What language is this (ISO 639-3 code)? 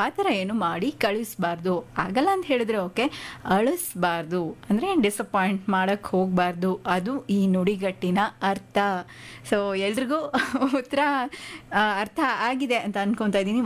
kan